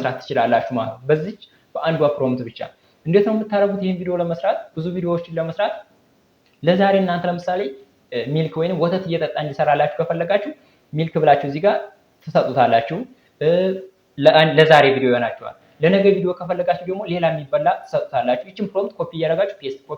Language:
Amharic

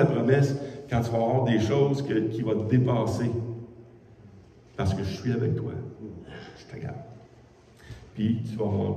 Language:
French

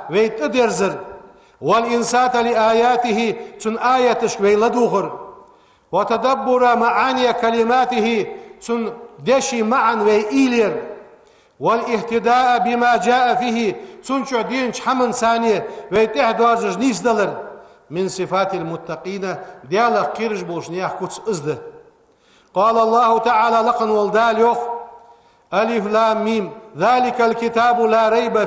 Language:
Ingush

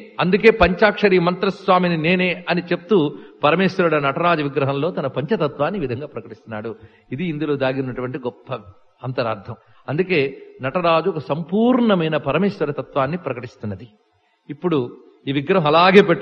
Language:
Telugu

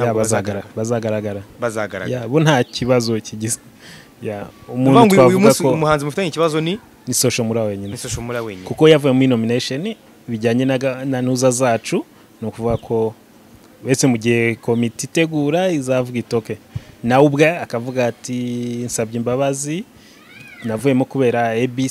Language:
Kinyarwanda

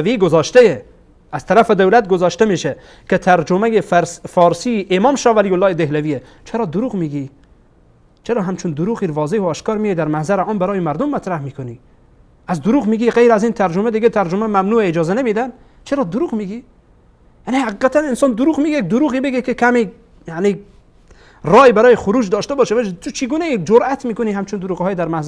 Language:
Persian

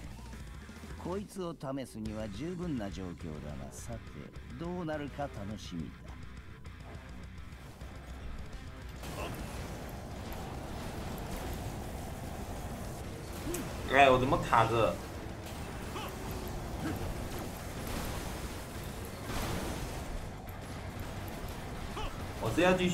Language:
Japanese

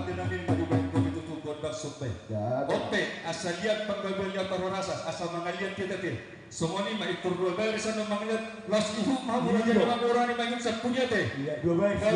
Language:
Batak Toba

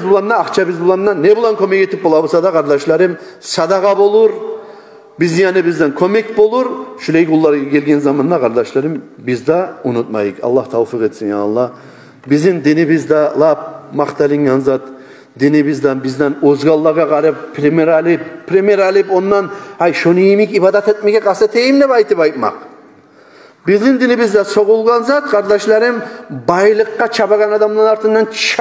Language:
Kumyk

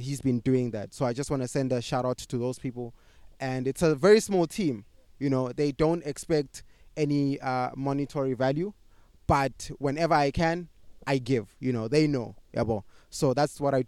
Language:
English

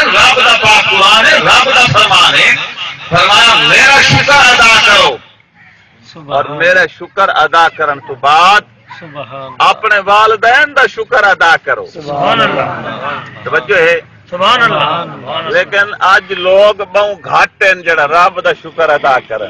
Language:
Saraiki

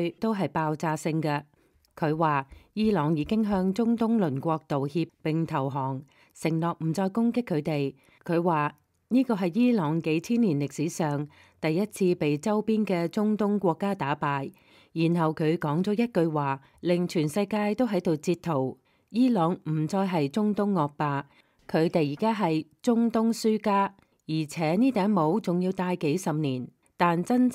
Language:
Cantonese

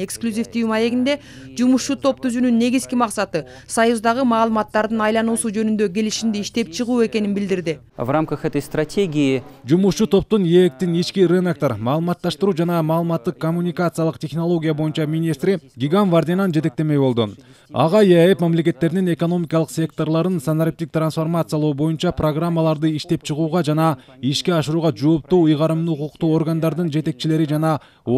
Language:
Kyrgyz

